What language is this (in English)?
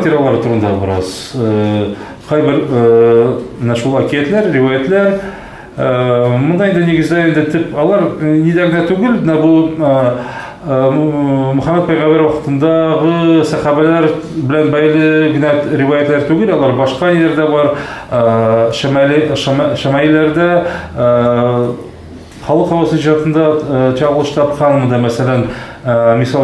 Tatar